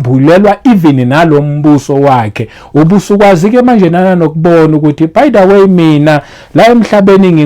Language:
Zulu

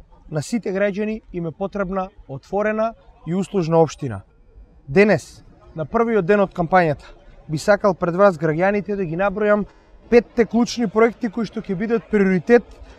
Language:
Macedonian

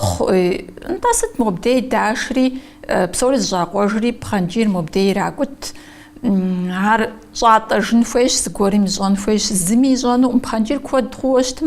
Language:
Kabardian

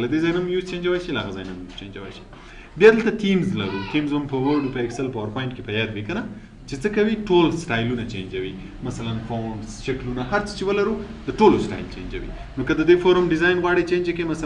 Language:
Pashto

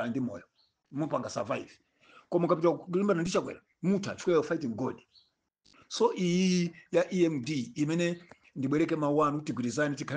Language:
Nyanja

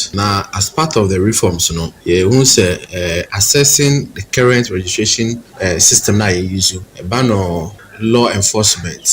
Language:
Akan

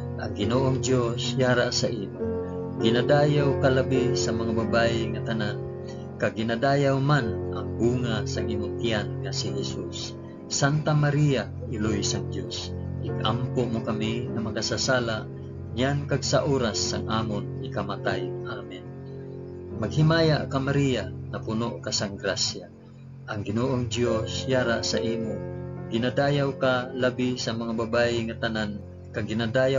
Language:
Hiligaynon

